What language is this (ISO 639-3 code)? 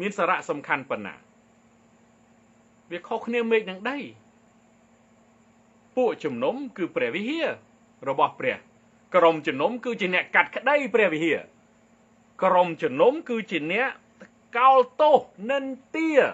khm